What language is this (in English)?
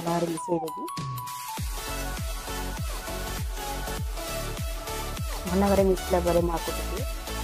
Odia